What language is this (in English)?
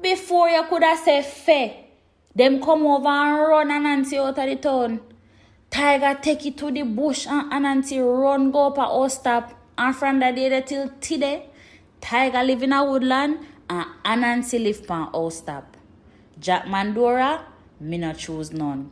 Jamaican Creole English